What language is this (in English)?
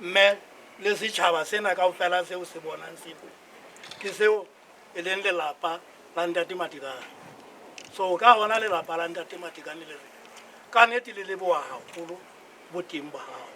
Southern Sotho